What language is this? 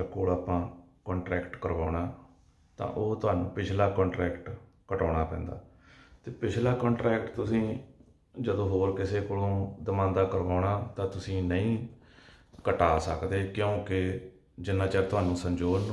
Punjabi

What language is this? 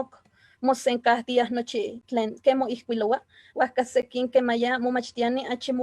Eastern Huasteca Nahuatl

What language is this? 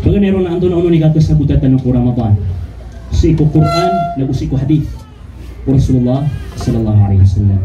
Maranao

